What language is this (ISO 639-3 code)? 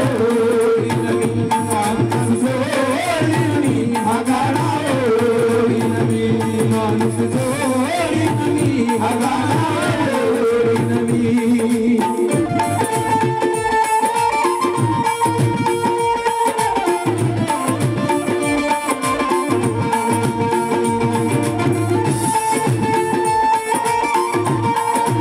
mar